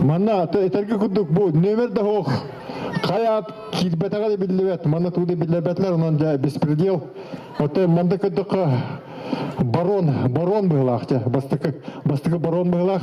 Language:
Yakut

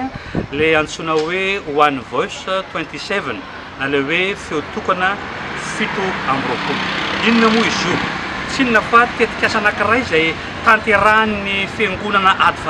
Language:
Malagasy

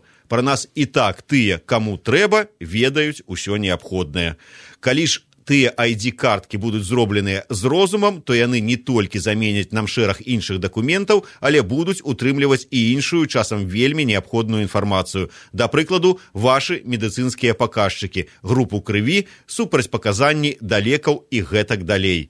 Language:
Belarusian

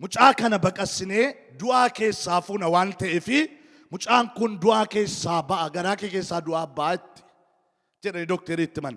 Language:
Oromo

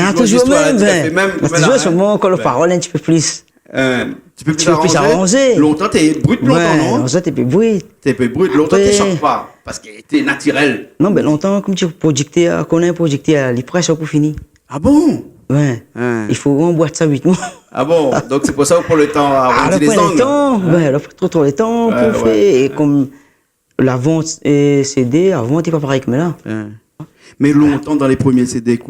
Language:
Réunion Creole French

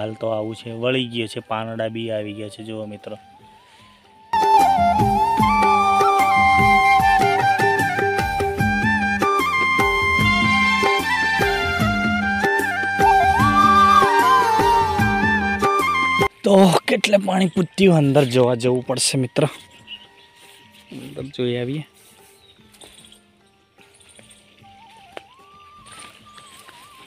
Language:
Gujarati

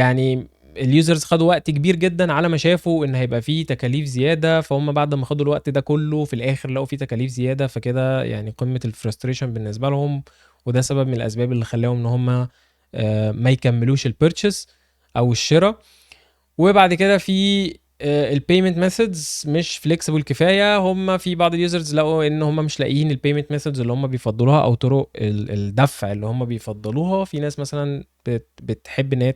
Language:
Egyptian Arabic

